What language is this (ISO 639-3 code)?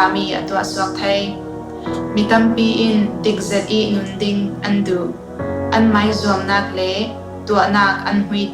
cfm